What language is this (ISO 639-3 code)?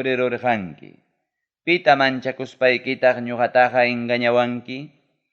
quy